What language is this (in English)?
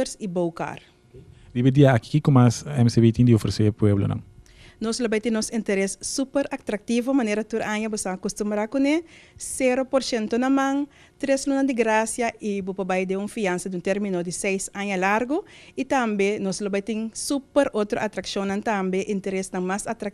Papiamento